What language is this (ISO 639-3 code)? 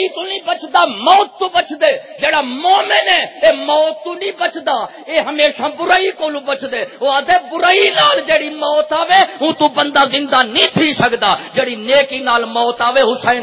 skr